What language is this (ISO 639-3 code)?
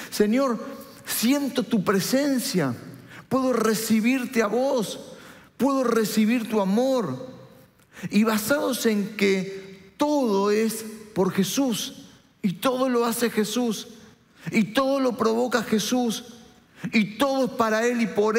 spa